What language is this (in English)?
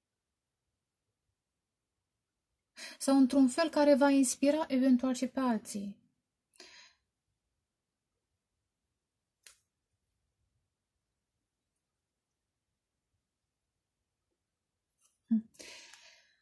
Romanian